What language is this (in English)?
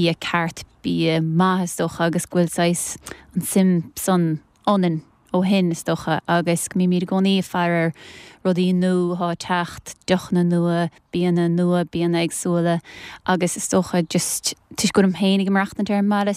Irish